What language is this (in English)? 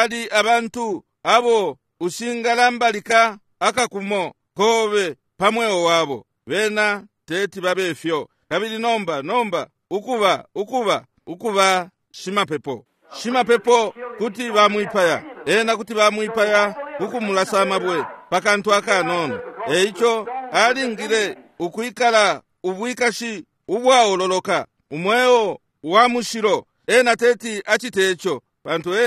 Bemba